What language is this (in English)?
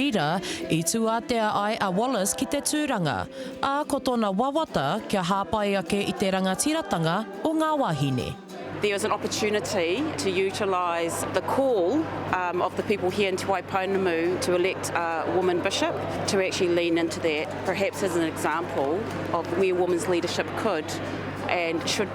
Māori